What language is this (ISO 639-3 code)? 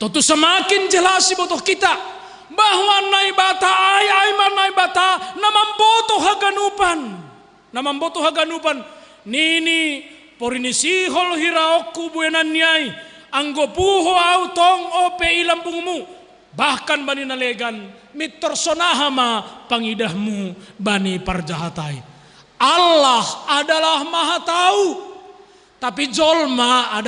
bts